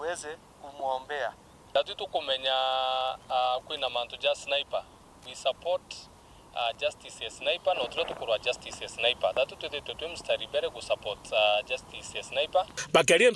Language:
Meru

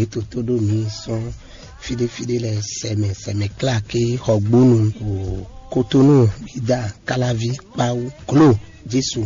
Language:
Fon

